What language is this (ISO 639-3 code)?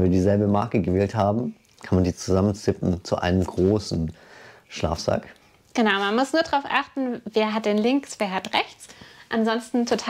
deu